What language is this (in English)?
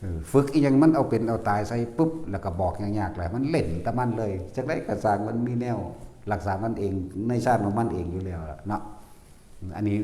Northeastern Thai